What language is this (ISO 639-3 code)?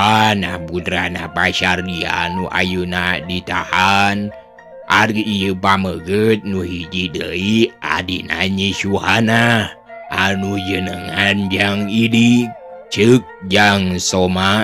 sun